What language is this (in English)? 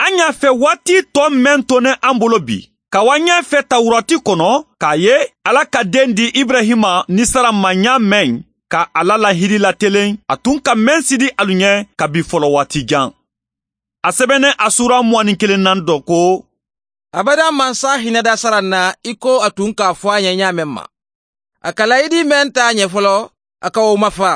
Mandingo